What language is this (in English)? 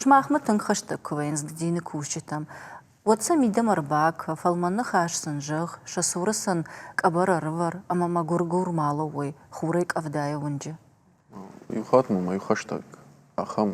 Ossetic